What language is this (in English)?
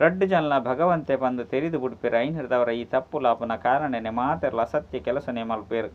Tulu